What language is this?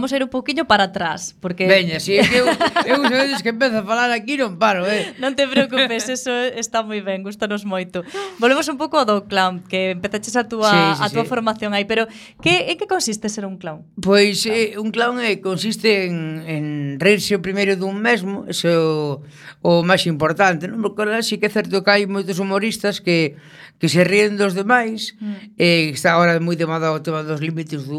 Galician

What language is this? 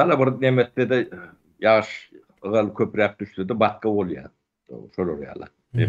Turkmen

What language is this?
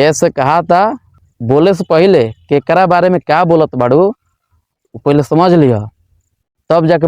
Bhojpuri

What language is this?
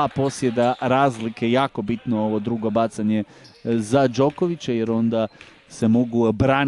Croatian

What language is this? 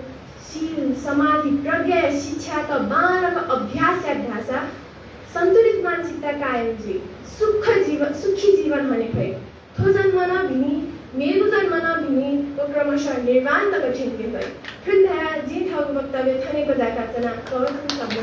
Newari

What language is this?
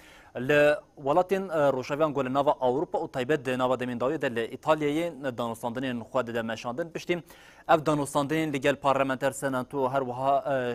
Kurdish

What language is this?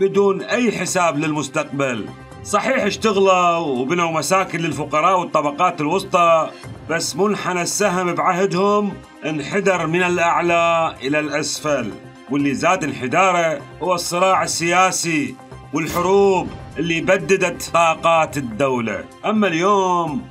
Mesopotamian Arabic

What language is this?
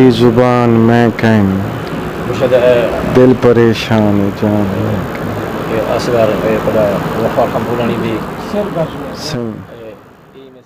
Saraiki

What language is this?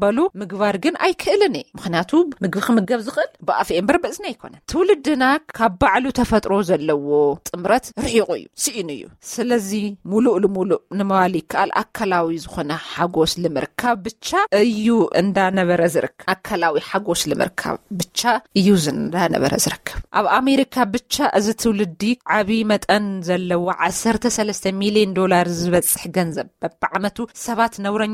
Tigrinya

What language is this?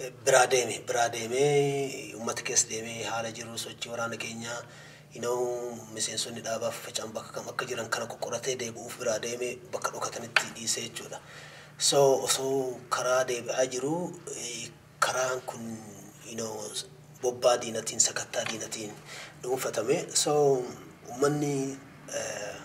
Oromo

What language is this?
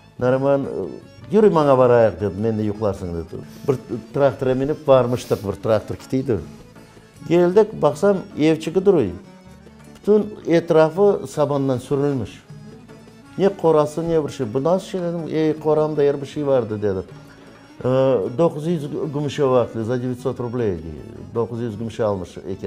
Crimean Tatar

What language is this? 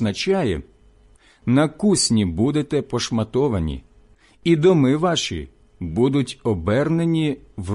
Ukrainian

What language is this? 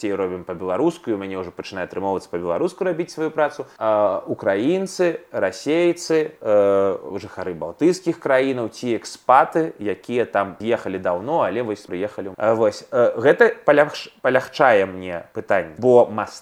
Belarusian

